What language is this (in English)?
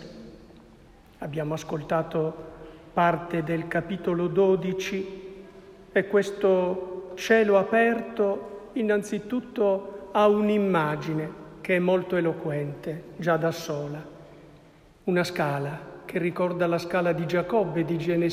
Italian